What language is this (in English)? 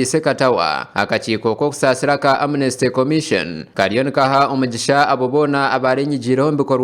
Nyankole